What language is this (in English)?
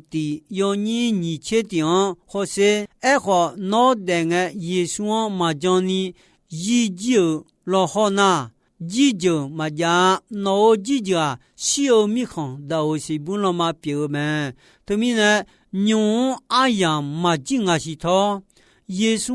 Akha